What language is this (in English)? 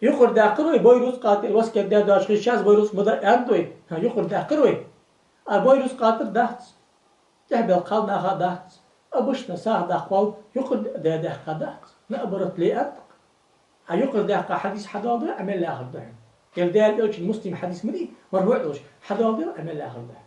Ingush